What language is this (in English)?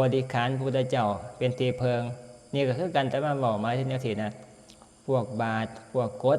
Northeastern Thai